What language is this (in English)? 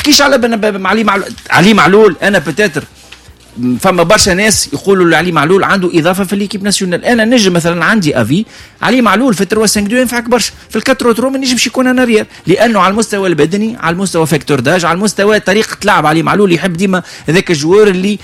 Tunisian Arabic